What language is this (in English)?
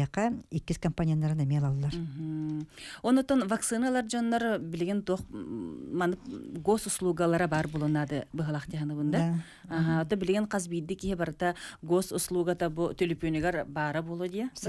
Yakut